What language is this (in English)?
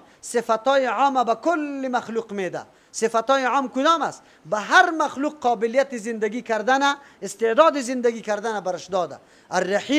Persian